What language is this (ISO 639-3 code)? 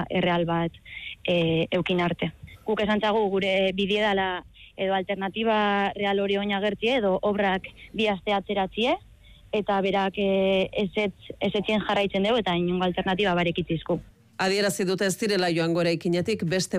eus